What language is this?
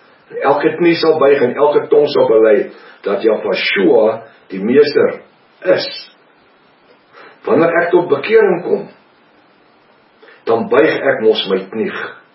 Afrikaans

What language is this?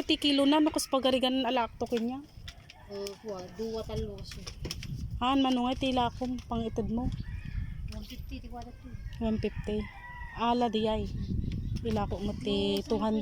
Iloko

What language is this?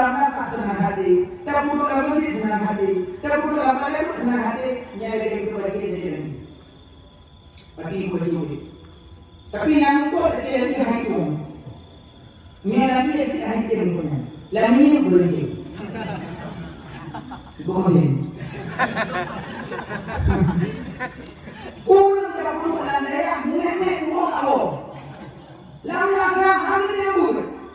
Malay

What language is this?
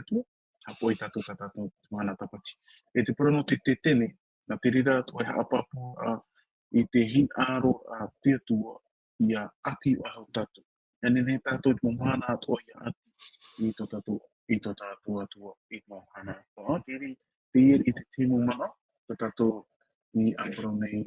Tahitian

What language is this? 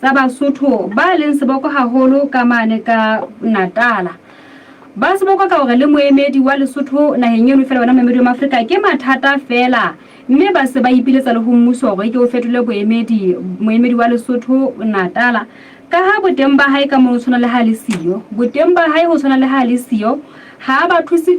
Southern Sotho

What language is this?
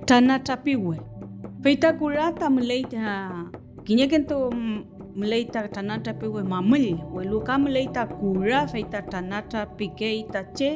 Mapuche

